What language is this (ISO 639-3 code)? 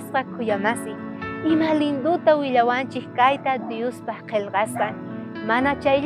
quh